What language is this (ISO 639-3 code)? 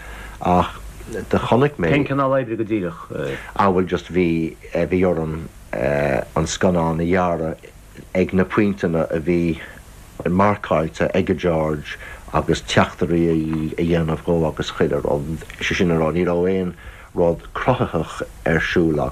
gle